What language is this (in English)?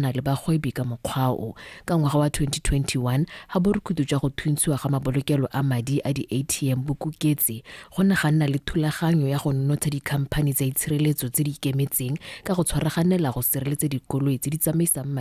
Tswana